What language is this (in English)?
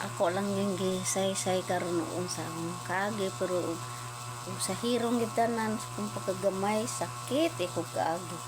Cebuano